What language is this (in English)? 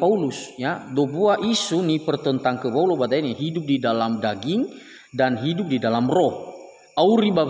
Nias